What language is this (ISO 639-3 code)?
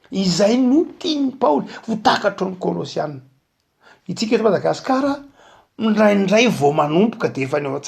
mlg